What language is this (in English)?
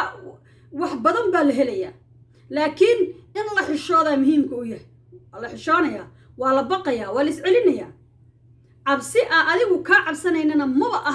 Somali